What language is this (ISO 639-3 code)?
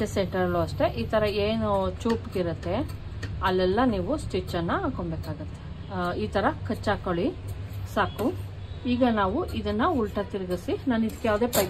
kan